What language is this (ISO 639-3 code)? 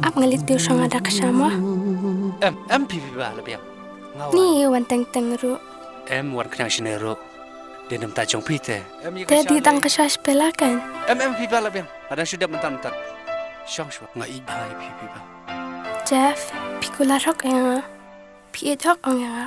kha